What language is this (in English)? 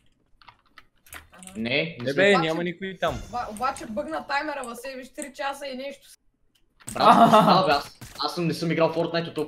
Bulgarian